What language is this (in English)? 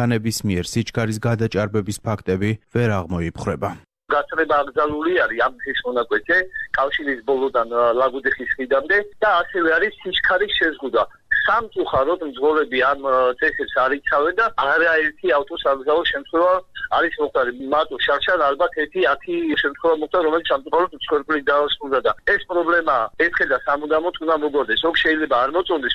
Georgian